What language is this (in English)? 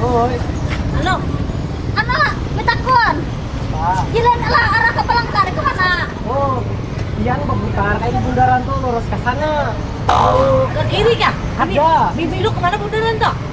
Banjar